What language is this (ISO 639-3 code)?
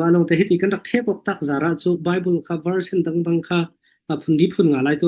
cfm